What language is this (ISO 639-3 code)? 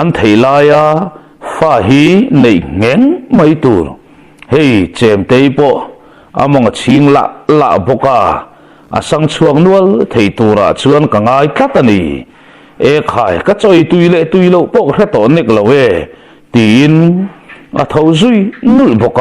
lus